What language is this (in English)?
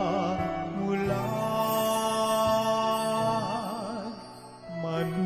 Hiligaynon